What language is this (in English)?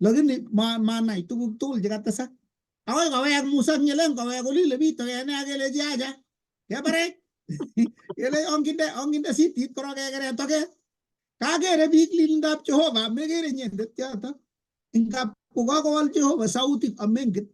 Kalenjin